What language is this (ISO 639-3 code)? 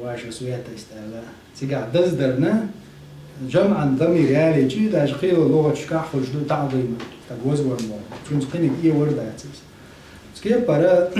che